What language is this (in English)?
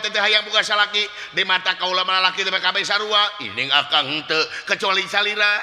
Sundanese